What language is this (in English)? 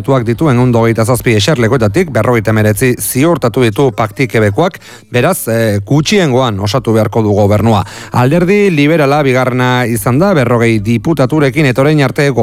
Basque